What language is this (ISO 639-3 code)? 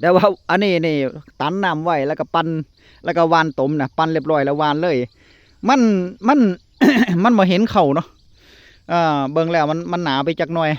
tts